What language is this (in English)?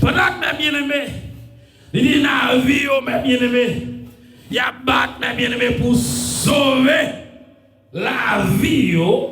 Haitian Creole